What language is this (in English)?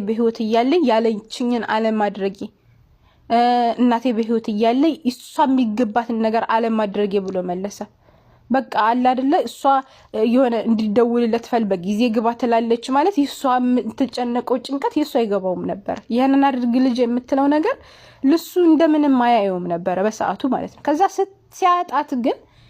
Amharic